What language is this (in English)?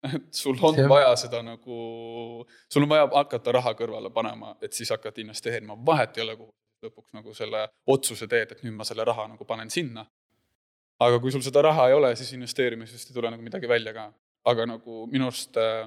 Estonian